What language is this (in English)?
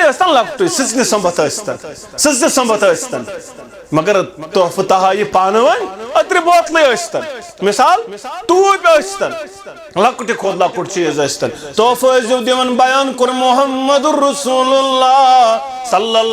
Kashmiri